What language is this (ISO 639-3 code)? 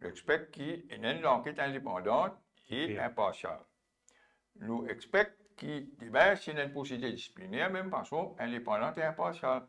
mfe